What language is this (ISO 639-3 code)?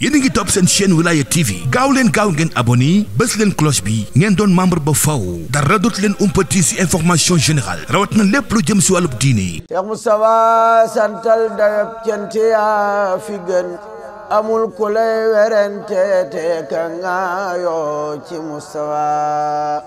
wol